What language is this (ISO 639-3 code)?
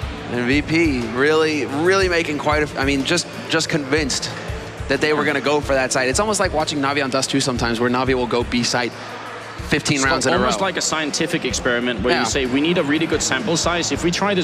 eng